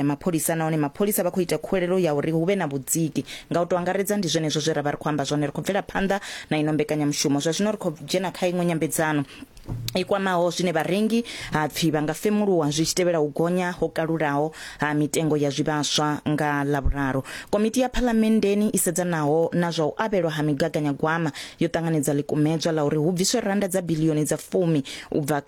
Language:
Venda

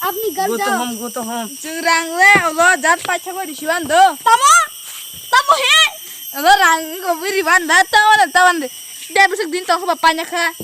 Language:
Kok Borok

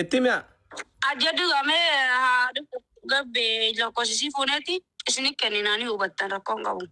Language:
Oromo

